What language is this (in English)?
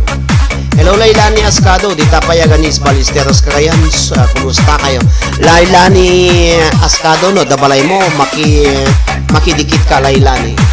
Iloko